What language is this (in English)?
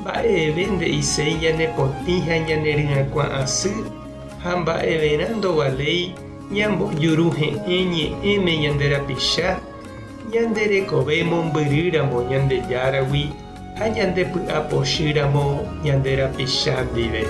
Guarani